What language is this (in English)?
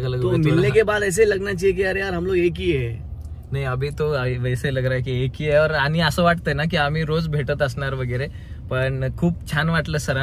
Marathi